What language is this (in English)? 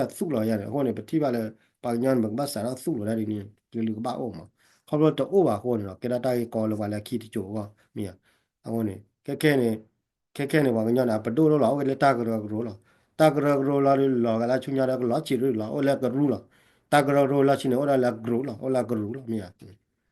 S'gaw Karen